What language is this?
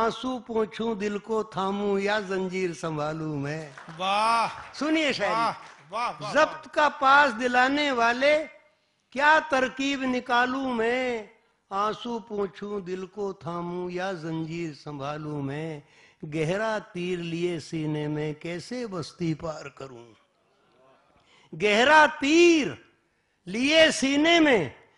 Hindi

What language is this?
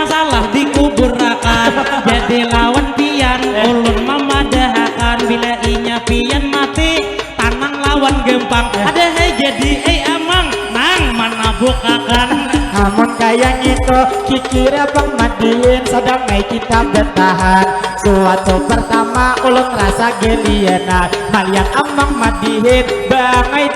Banjar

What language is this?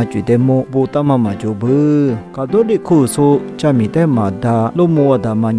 Lisu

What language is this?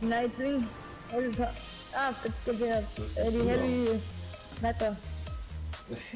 Bavarian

